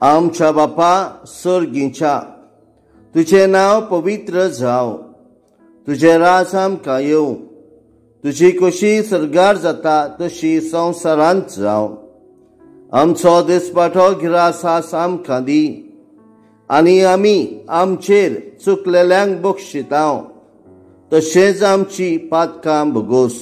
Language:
Konkani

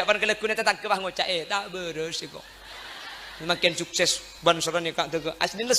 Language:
Madurese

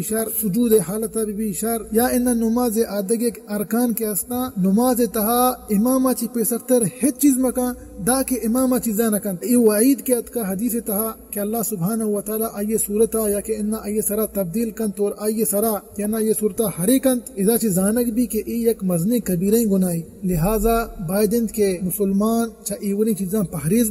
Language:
Eastern Balochi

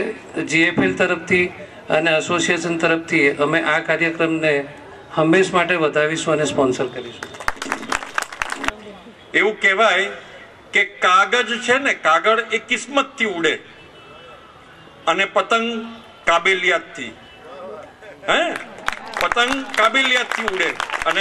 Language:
Gujarati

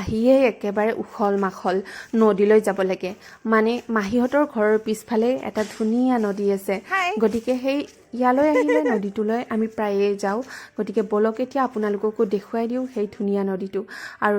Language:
Assamese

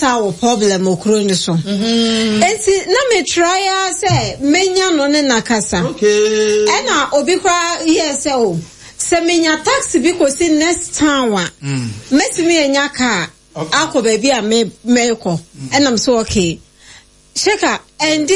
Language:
Akan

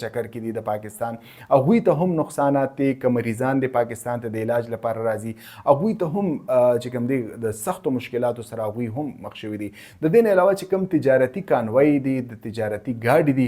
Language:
Pashto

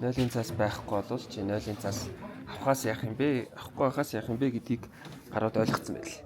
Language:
Mongolian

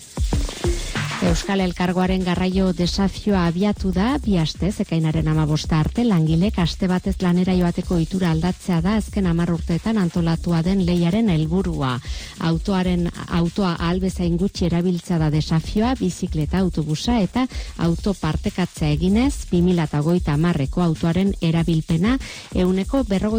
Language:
Basque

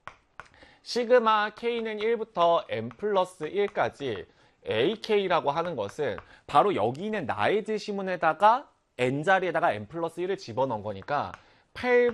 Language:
Korean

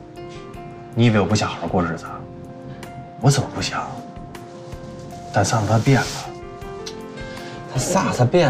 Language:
Chinese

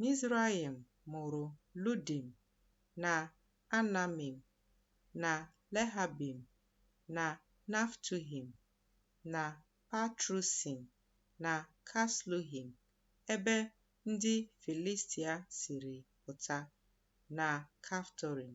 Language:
Igbo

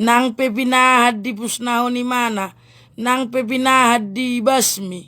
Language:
Batak Toba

